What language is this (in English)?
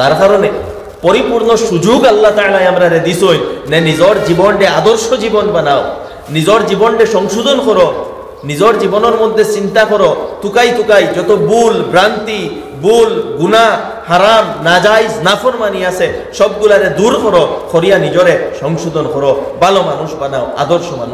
Sylheti